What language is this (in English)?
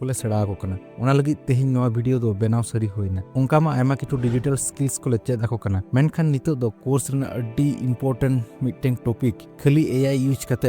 Santali